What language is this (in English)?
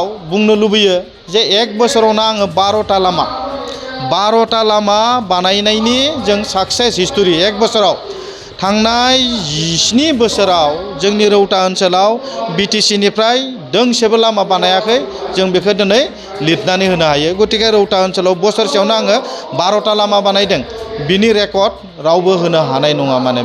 Bodo